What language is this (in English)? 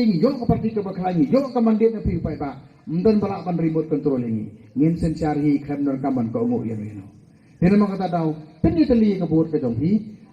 Khasi